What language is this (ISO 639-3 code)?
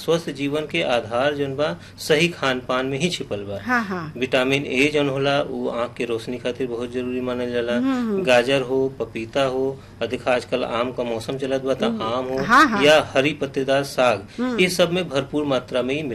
bho